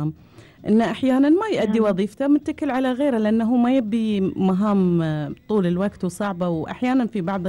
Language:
Gulf Arabic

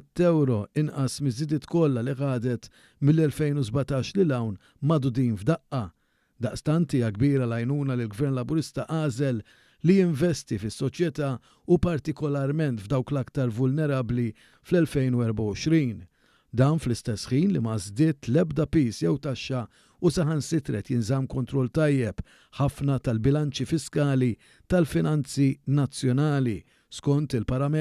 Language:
Maltese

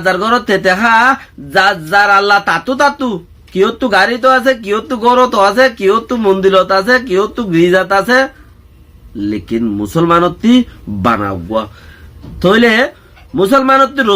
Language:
Rohingya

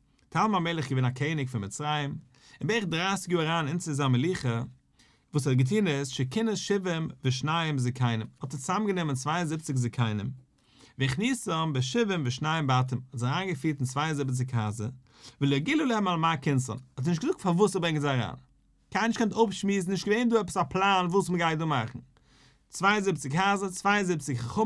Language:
Yiddish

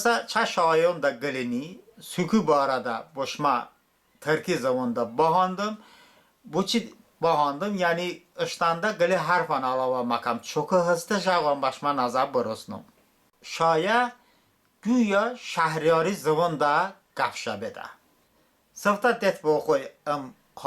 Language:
Talysh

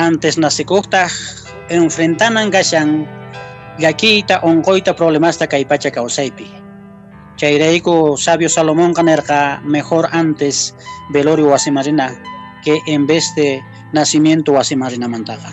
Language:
Quechua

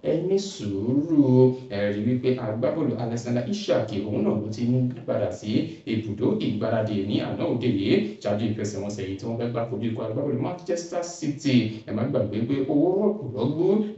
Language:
Yoruba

